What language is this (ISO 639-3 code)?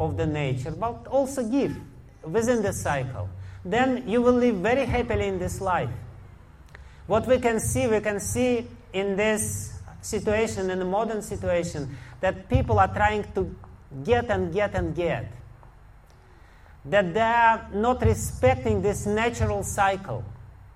eng